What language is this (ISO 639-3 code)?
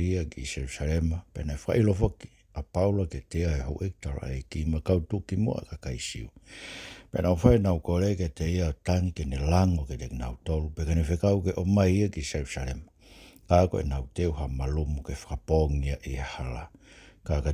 ton